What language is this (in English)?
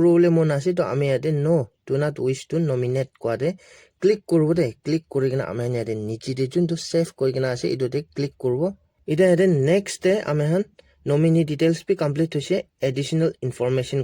Naga Pidgin